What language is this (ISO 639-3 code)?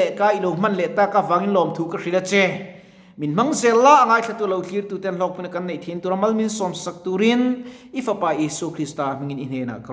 lus